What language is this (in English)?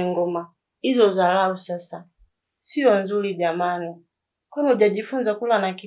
Swahili